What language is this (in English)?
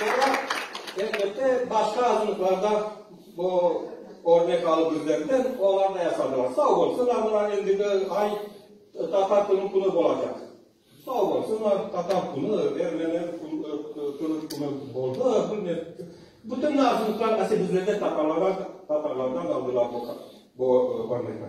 Crimean Tatar